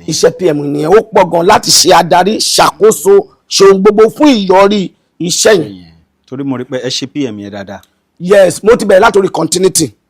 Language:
Yoruba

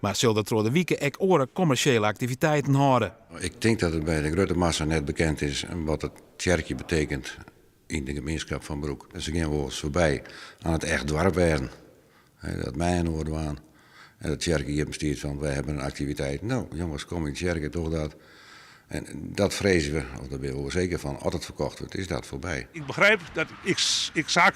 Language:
Western Frisian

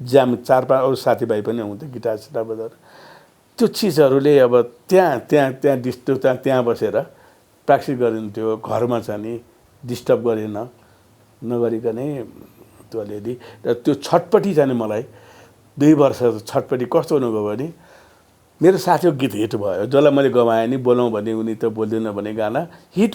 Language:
Nepali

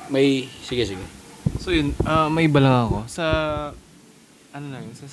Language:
Filipino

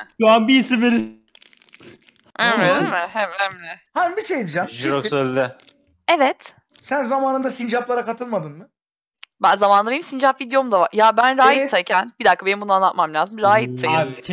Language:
Turkish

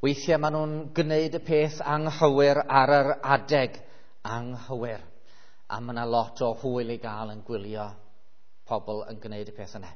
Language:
Welsh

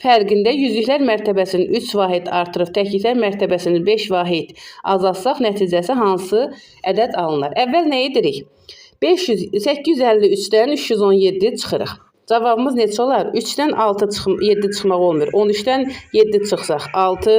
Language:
Azerbaijani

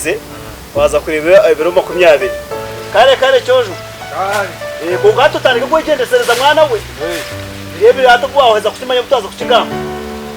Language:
Nyankole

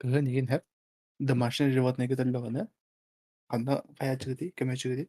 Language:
Yakut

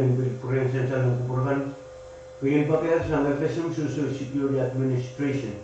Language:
Pohnpeian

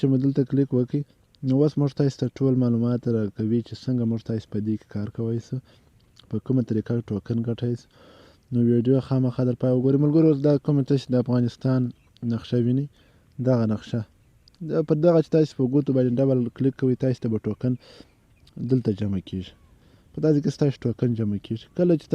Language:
Pashto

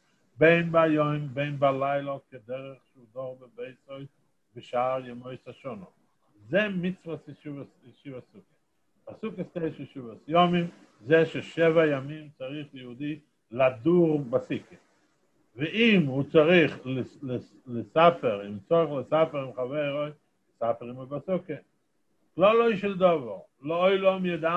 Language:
Hebrew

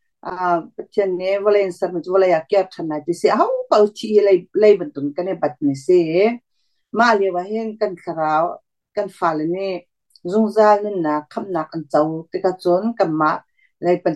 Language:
Hakha Chin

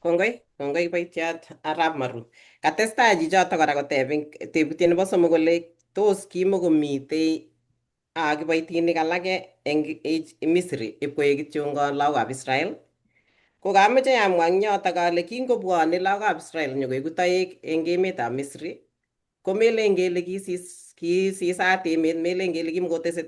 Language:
Kalenjin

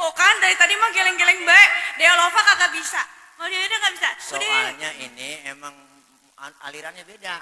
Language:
Betawi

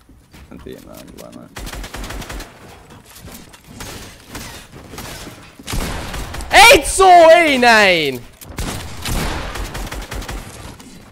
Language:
Finnish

